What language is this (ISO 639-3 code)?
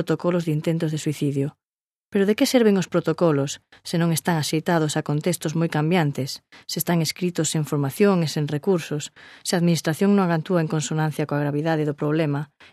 glg